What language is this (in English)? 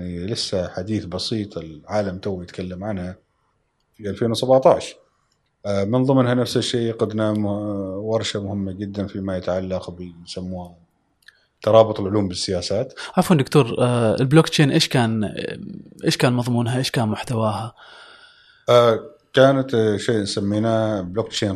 Gulf Arabic